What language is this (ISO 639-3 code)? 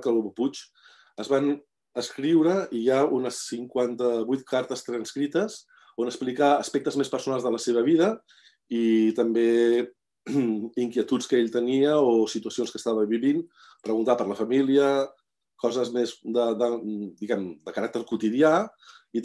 cat